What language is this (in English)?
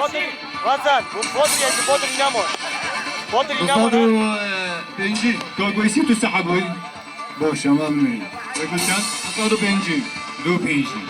Kurdish